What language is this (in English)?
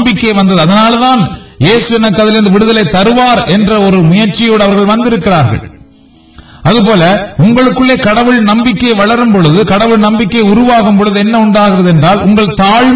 Tamil